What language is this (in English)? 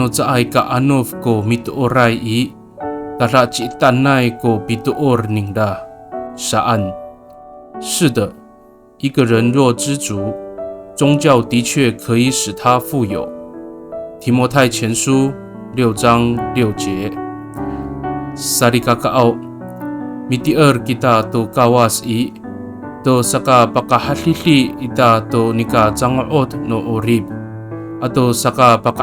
Amis